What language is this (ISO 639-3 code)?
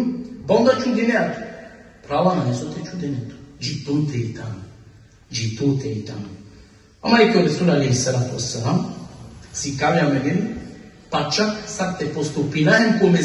rmn